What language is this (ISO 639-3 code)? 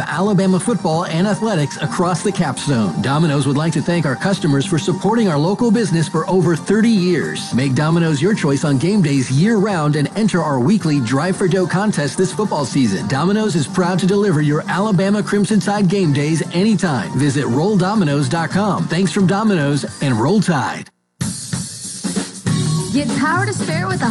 eng